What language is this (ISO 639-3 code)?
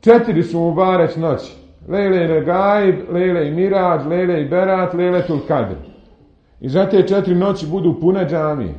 bos